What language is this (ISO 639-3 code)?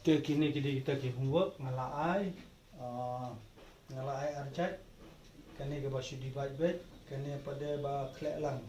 kha